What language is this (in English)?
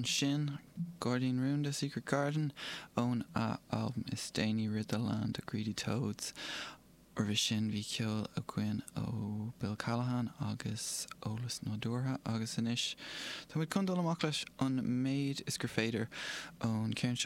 Irish